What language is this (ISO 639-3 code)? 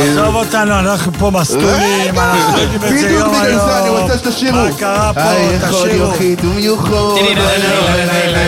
heb